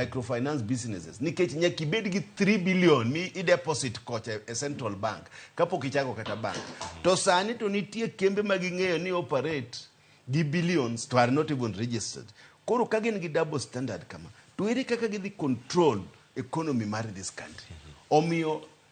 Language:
Luo (Kenya and Tanzania)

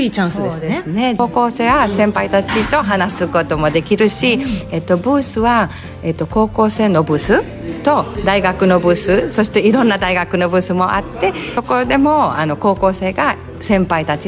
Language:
Japanese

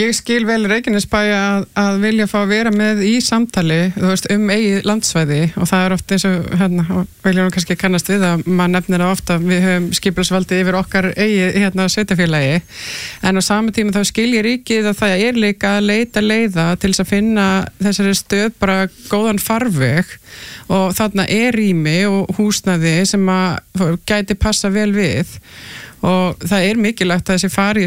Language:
Icelandic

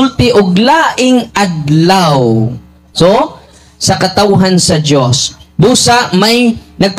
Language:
Cebuano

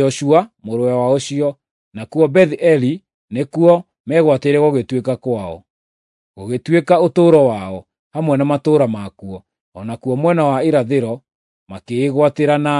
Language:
Kikuyu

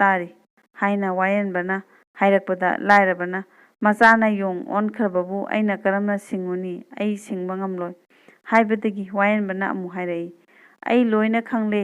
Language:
Manipuri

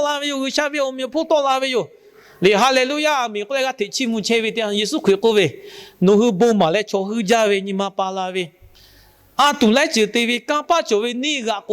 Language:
Lahu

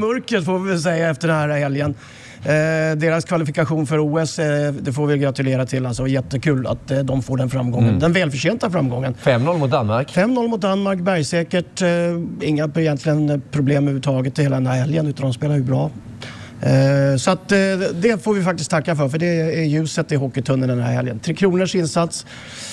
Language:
Swedish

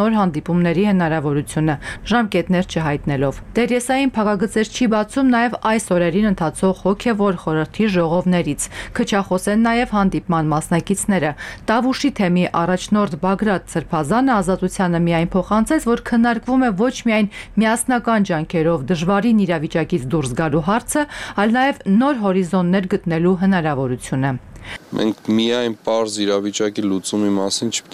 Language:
Armenian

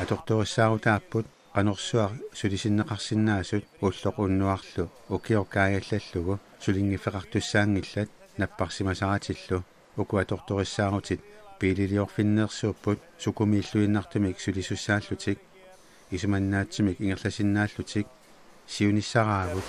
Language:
Kalaallisut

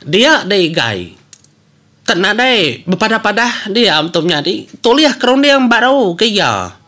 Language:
Iban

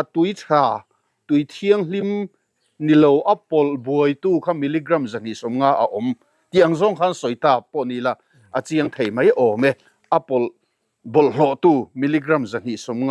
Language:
Mizo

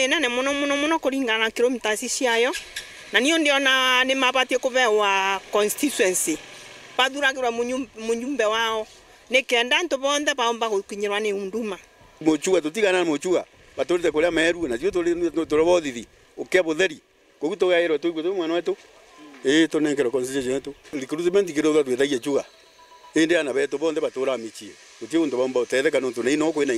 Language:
Meru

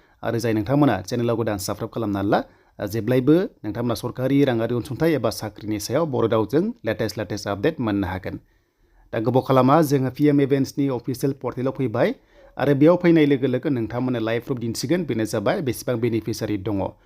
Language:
Bodo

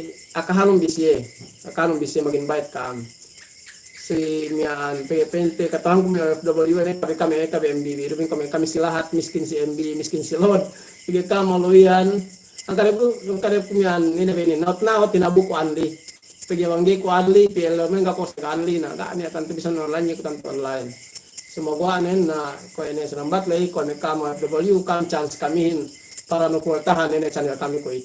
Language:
Yakan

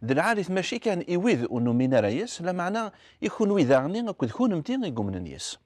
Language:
Kabyle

